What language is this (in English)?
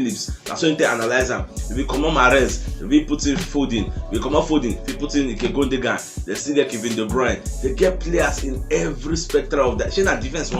Nigerian Pidgin